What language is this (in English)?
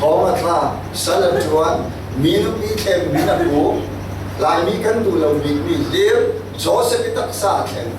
Falam Chin